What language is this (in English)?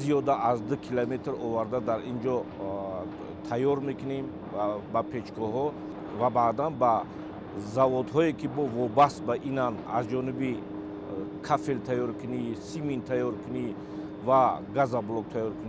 Tajik